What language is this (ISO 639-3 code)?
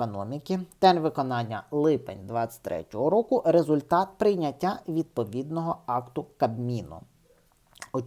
ukr